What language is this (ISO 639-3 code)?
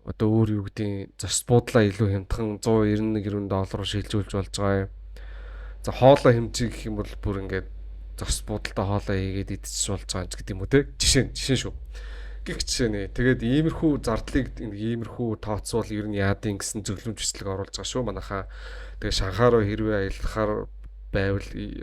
mon